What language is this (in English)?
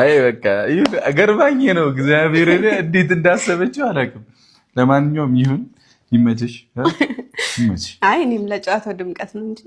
Amharic